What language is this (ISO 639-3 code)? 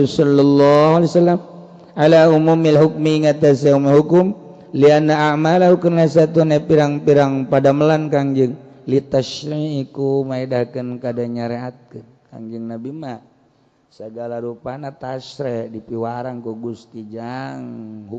sun